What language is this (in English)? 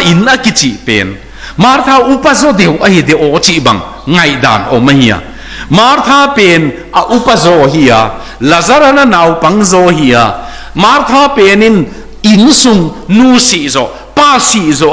Tedim Chin